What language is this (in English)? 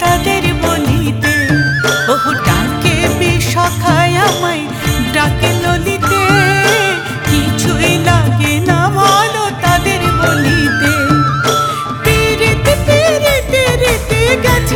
Bangla